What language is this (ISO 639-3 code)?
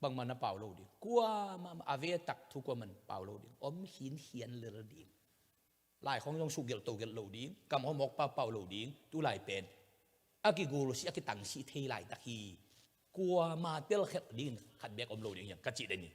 ctd